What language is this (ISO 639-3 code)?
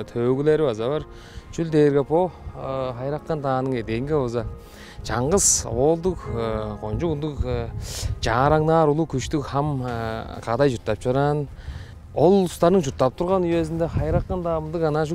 tyv